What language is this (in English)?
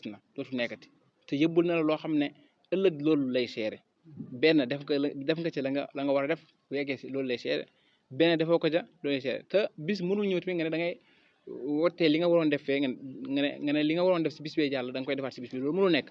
Wolof